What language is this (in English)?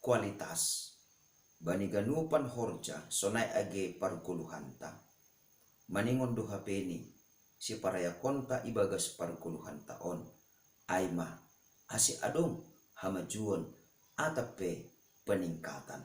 Batak Simalungun